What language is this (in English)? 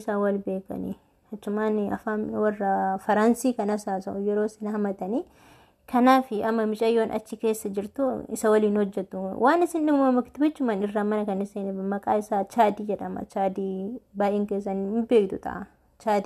Oromo